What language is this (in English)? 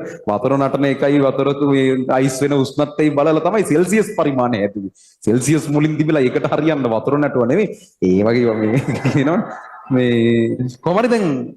Sinhala